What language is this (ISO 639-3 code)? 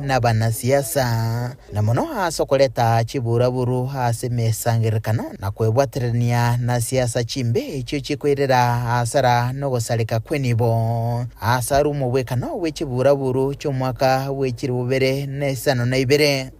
guz